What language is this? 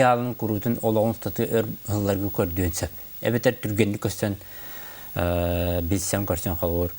Yakut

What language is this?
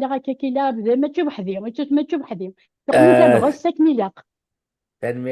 Kabyle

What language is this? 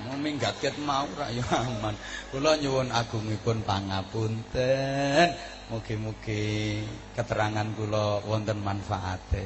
Javanese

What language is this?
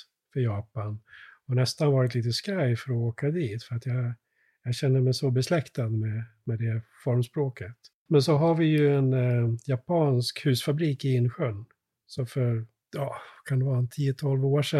Swedish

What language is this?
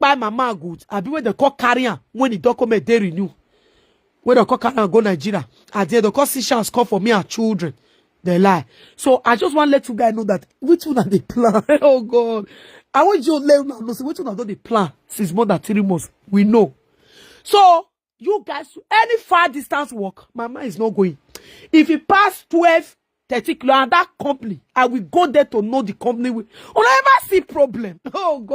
Nigerian Pidgin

